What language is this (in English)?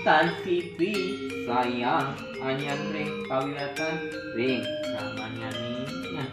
Balinese